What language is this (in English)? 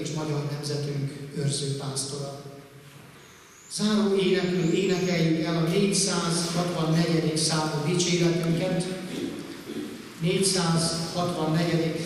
Hungarian